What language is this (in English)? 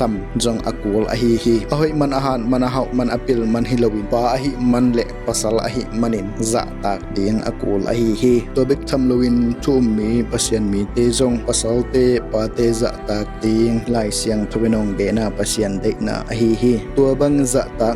Tedim Chin